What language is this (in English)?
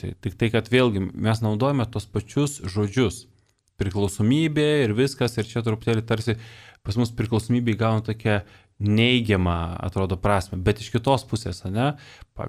Lithuanian